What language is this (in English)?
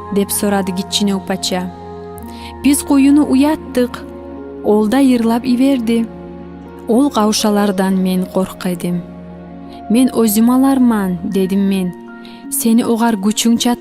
Kumyk